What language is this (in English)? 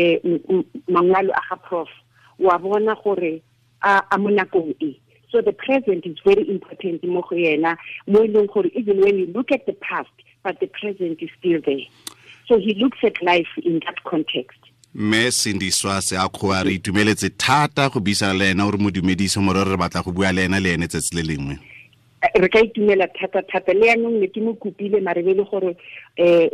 Tswana